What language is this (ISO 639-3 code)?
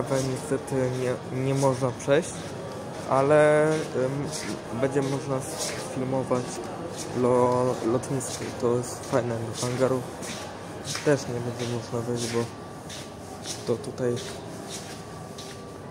pol